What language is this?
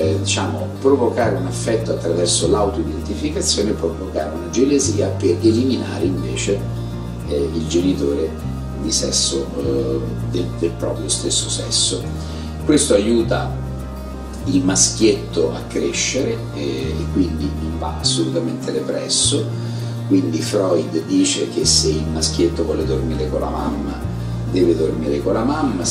Italian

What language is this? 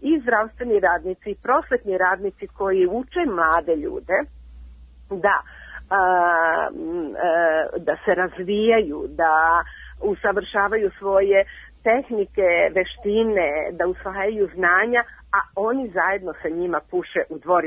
Serbian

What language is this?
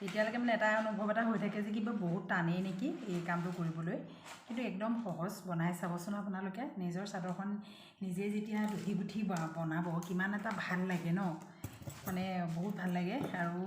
Assamese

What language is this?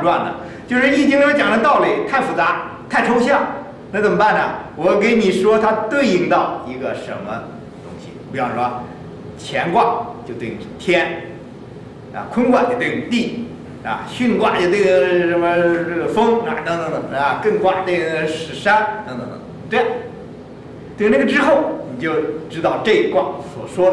Chinese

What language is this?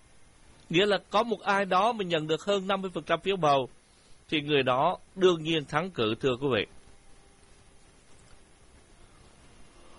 Vietnamese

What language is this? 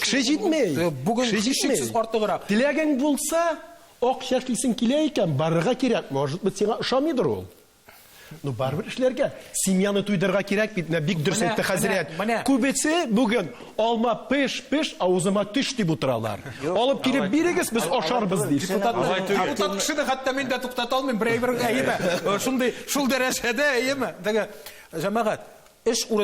Tatar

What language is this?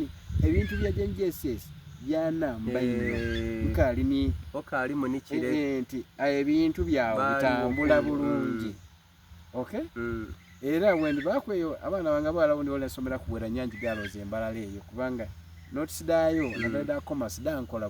Soga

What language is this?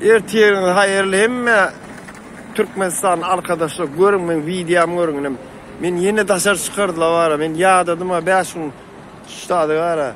Turkmen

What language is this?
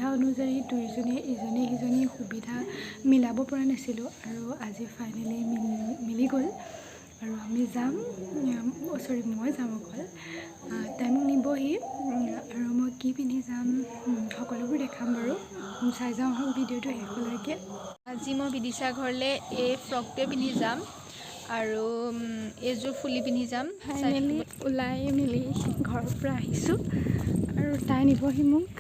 Assamese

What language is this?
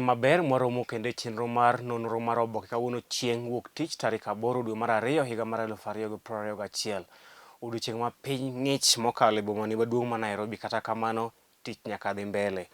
Luo (Kenya and Tanzania)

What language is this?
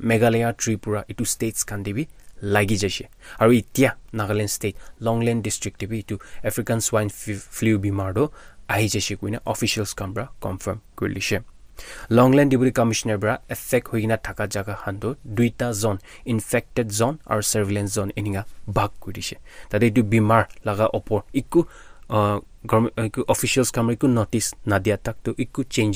Naga Pidgin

